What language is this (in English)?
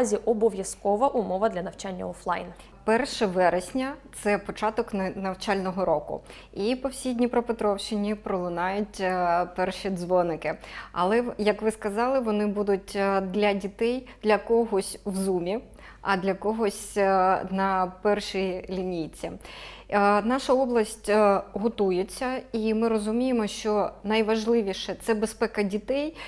Ukrainian